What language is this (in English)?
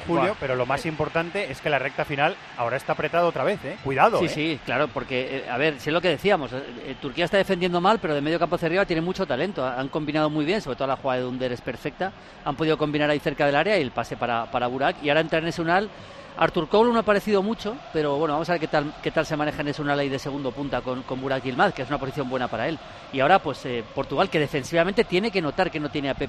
Spanish